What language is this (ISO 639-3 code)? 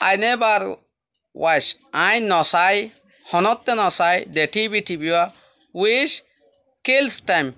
rhg